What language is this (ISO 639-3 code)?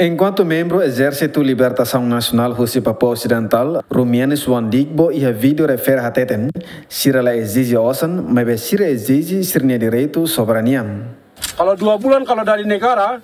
tet